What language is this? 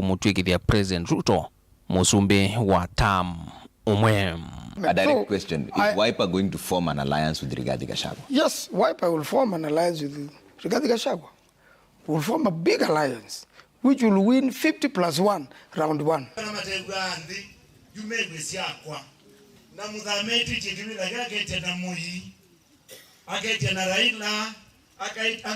Kamba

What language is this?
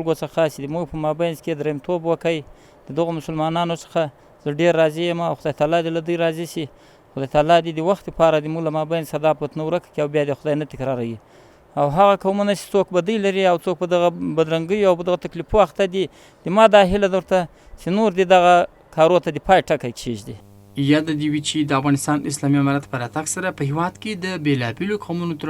Pashto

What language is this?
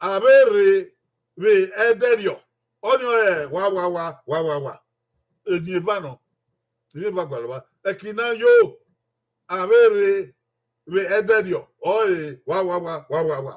Bini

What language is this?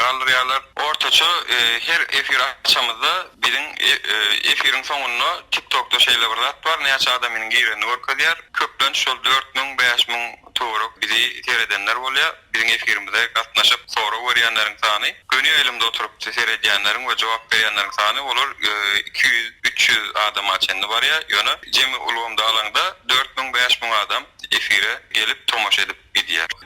Turkmen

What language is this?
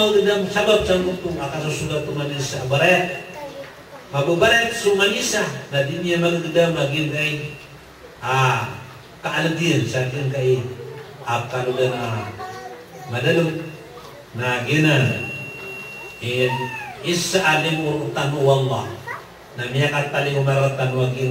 Maranao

